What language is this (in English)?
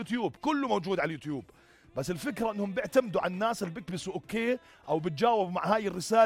North Levantine Arabic